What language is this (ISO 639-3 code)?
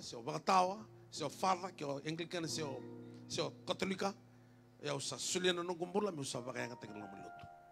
fij